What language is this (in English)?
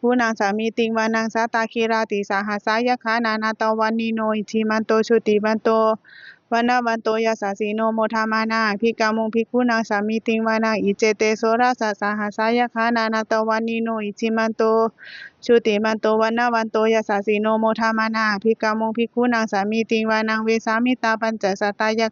Pali